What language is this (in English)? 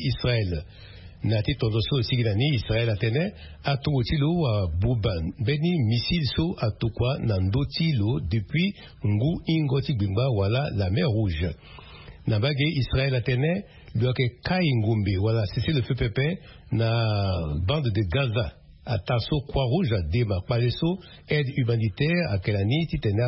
Sango